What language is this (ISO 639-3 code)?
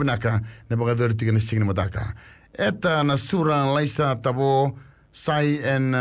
fij